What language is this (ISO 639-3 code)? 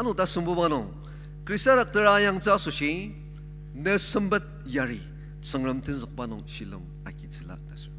njo